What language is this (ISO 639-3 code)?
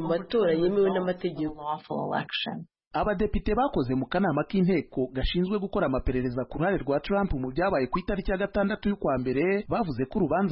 kin